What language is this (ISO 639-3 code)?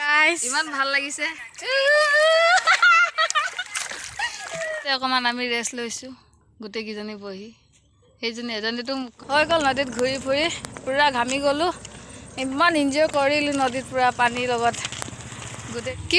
asm